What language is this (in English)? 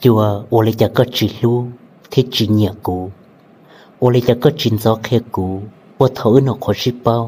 Hmong